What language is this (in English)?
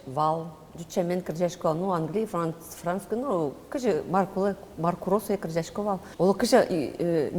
Udmurt